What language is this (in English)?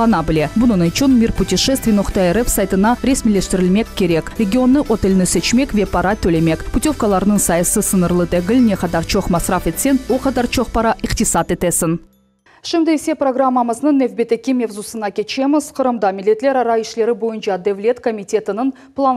Crimean Tatar